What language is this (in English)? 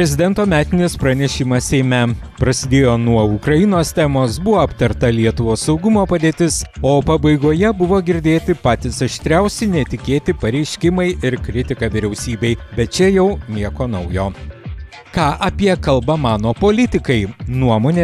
Lithuanian